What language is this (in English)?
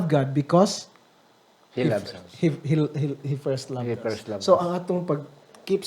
Hiligaynon